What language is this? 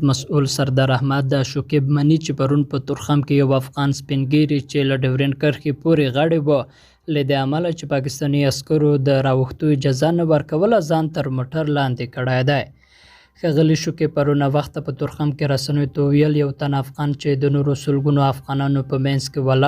Pashto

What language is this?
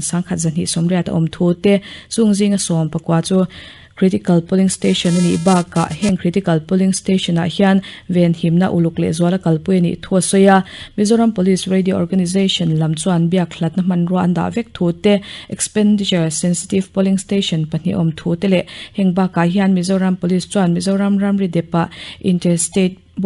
Mizo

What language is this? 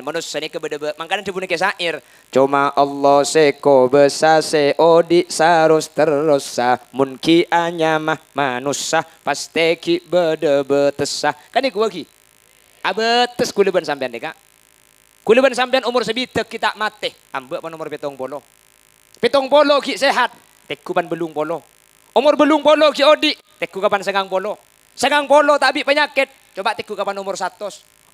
Madurese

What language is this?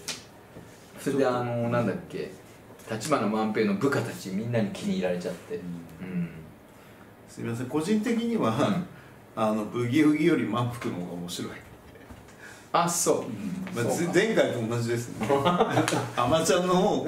Japanese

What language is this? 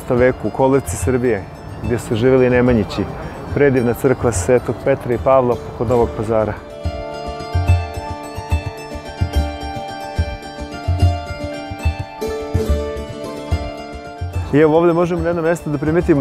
Serbian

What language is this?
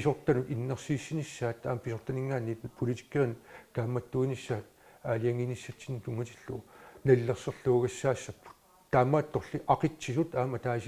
Kalaallisut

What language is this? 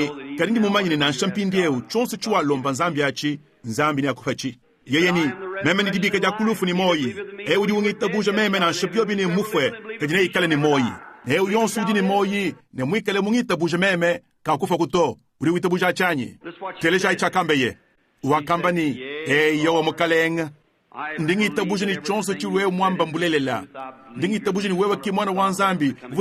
Luba-Lulua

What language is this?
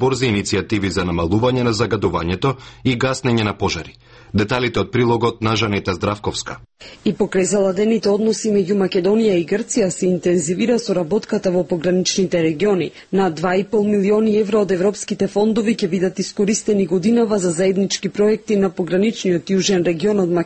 Macedonian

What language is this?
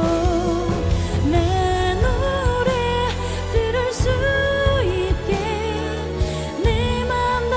Korean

